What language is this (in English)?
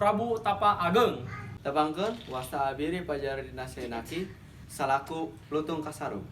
Sundanese